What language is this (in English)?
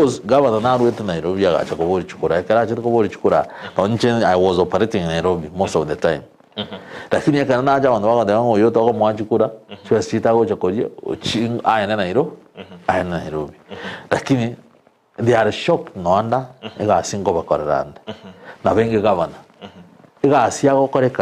Gusii